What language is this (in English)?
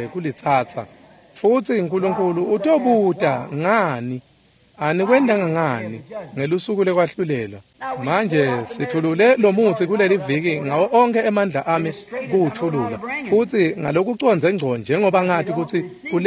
Swati